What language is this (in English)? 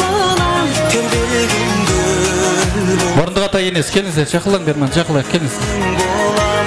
Kara-Kalpak